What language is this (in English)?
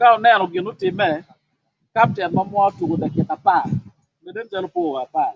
Acoli